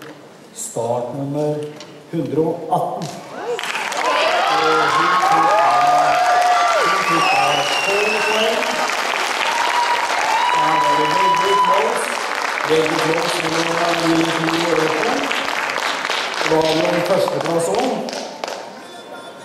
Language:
Norwegian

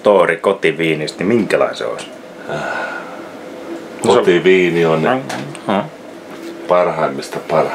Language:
Finnish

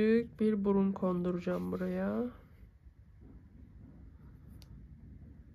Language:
Turkish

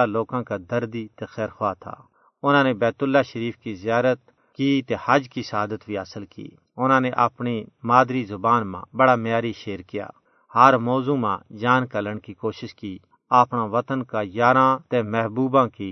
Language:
Gujari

